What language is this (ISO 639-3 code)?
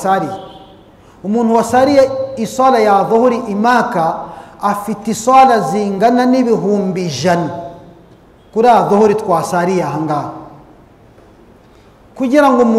kin